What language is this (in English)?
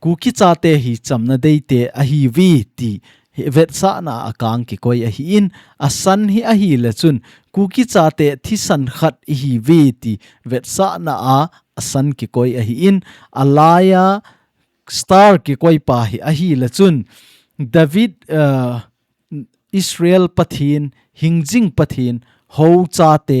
Thado Chin